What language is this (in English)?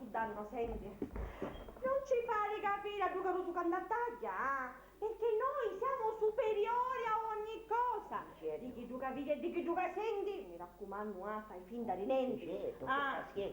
Sicilian